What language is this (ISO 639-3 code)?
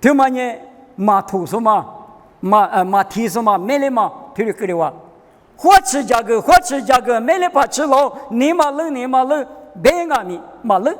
lis